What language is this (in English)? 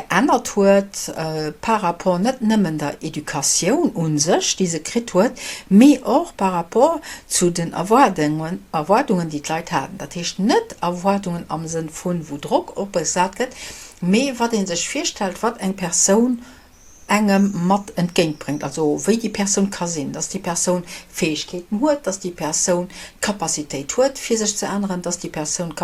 Luxembourgish